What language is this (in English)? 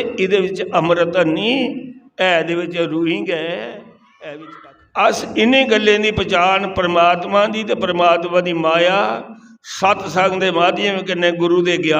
Dogri